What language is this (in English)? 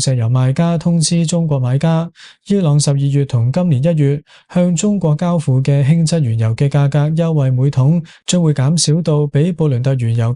Cantonese